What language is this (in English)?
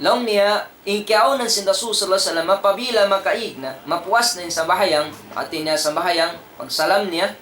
Tausug